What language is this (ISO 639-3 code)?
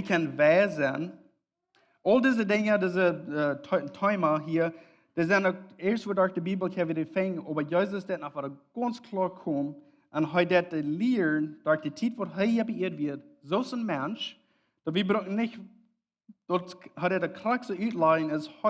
pdt